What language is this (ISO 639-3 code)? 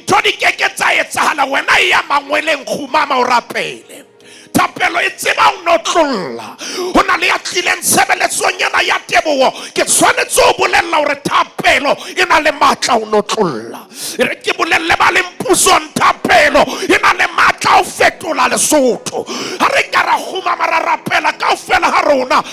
sot